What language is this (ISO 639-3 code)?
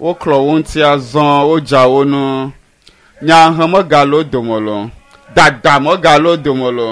ewe